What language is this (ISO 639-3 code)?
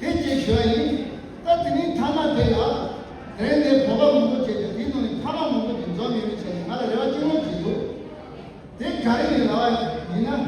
bod